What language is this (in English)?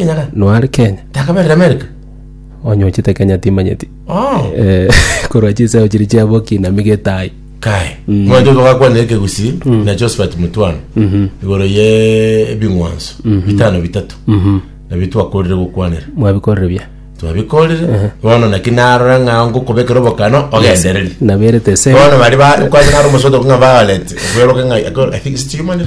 Gusii